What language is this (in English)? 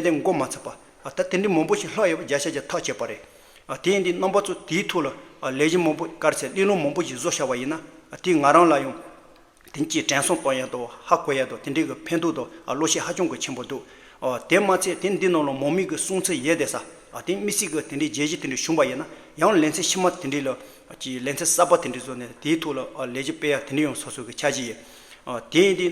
Tibetan